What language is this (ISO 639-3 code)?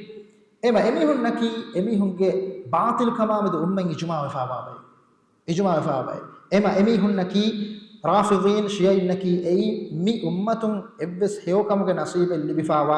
div